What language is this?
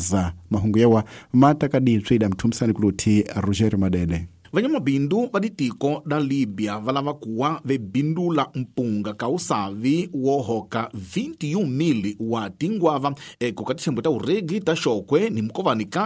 Tsonga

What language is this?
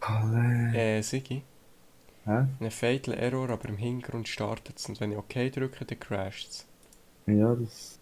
Swiss German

